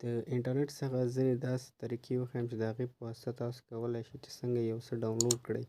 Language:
Pashto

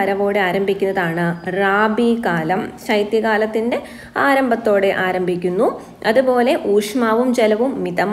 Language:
Malayalam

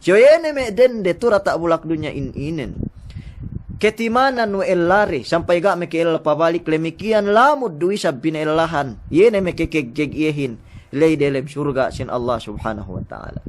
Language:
Yakan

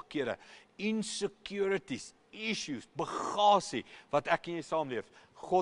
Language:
Afrikaans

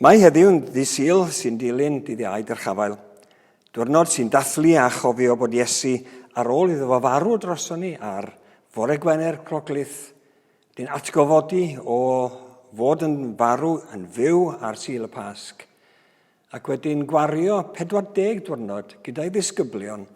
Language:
Welsh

